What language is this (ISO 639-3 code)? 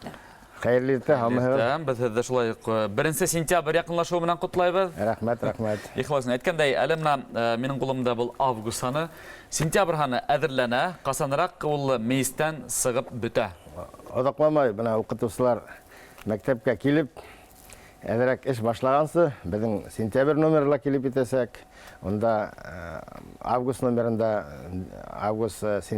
bak